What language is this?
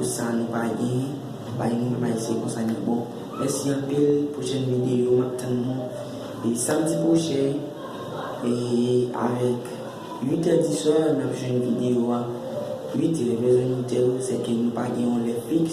Haitian Creole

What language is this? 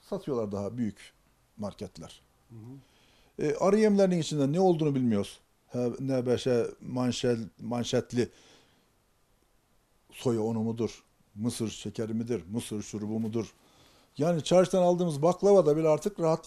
Turkish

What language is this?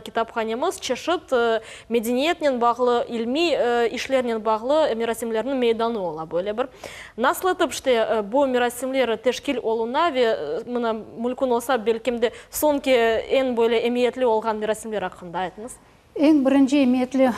Crimean Tatar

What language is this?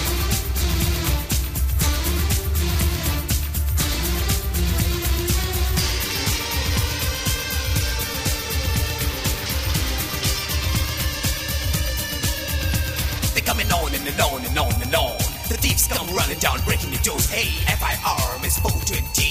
Tamil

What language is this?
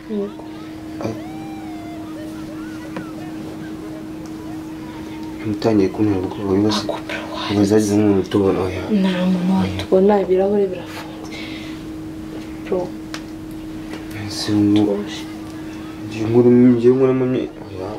Kinyarwanda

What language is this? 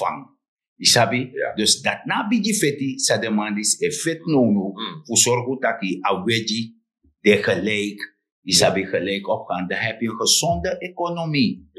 Sranan Tongo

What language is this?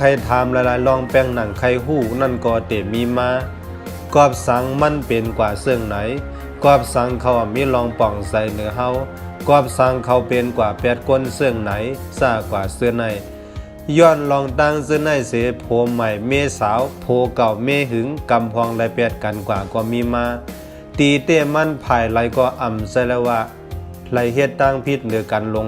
Shan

